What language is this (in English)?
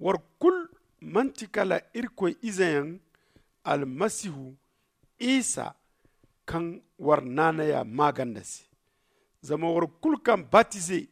Zarma